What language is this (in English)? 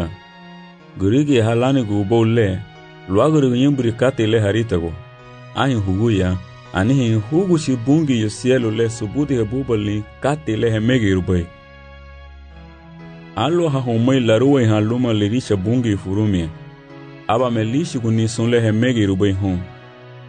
Garifuna